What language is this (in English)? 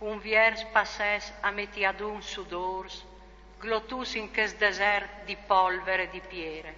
Friulian